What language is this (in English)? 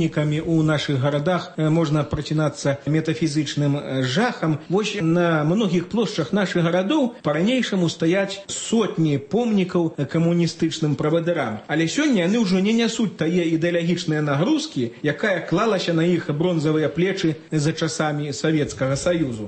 Belarusian